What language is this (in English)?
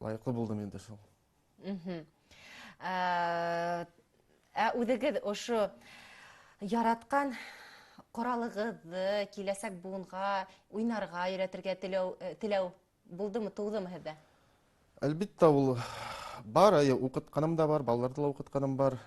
Bashkir